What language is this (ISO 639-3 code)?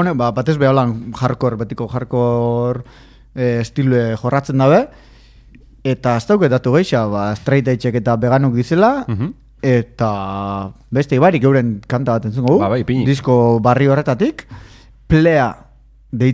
eus